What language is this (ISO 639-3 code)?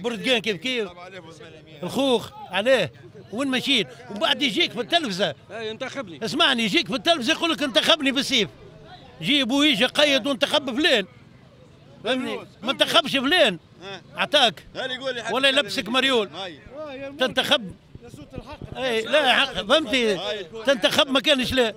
aeb